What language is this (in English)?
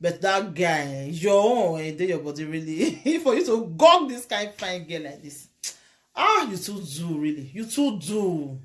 Nigerian Pidgin